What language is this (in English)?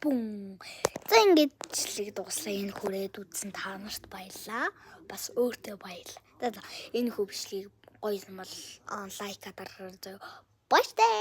Mongolian